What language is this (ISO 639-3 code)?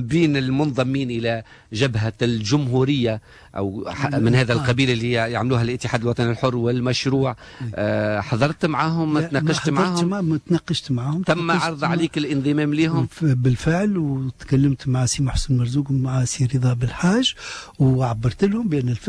aeb